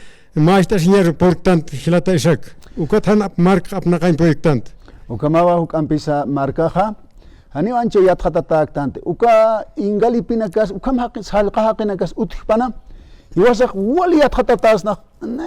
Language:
Aymara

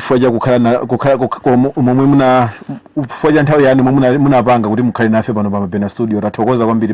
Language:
Nyanja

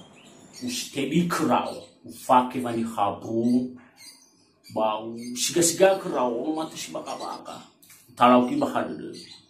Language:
Nias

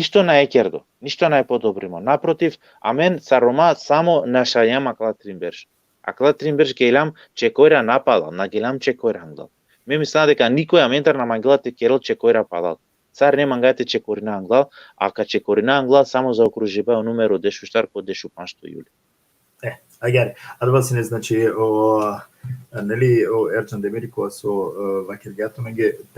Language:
Balkan Romani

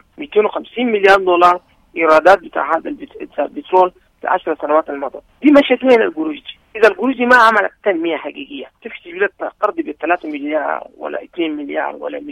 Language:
Sudanese Arabic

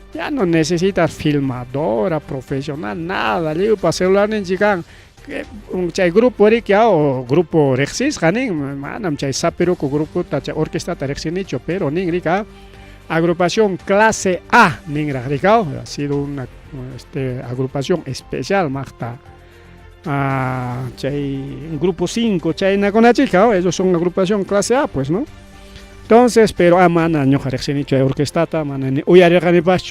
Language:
Ayacucho Quechua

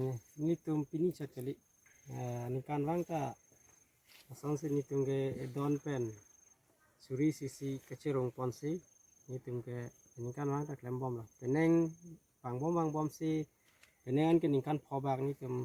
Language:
Karbi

